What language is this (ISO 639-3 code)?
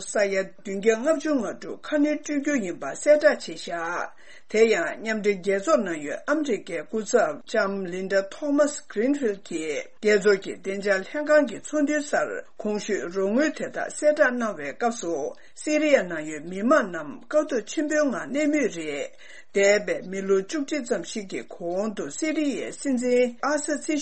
bod